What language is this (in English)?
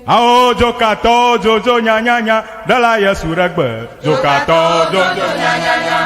Ewe